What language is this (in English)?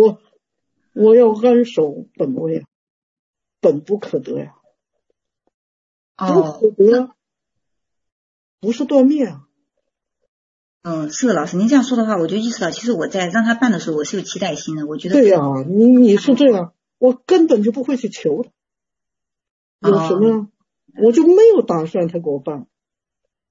Chinese